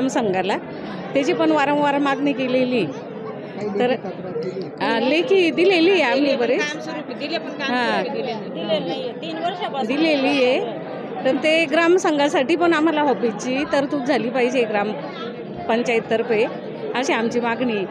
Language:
Marathi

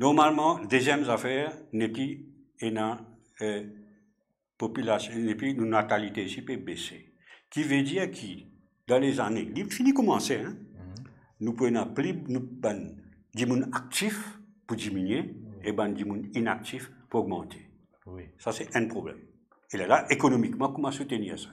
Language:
Morisyen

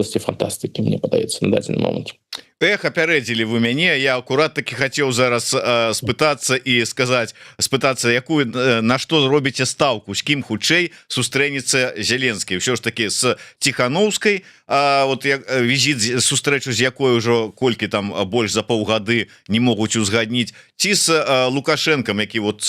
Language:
Belarusian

